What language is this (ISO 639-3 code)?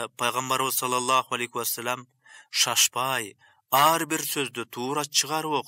kir